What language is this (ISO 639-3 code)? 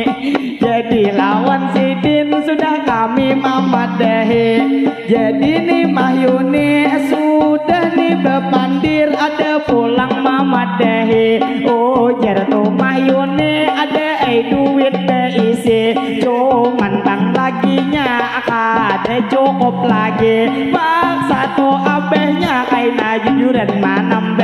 bjn